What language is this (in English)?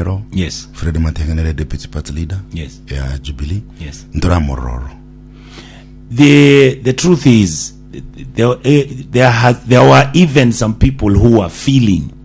Gusii